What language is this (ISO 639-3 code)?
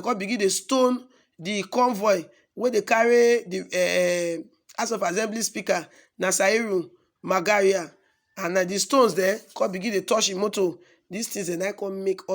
pcm